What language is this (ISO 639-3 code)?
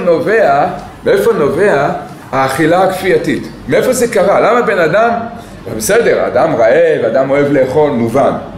heb